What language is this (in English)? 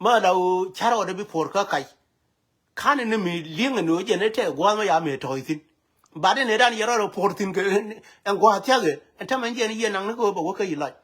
Nuer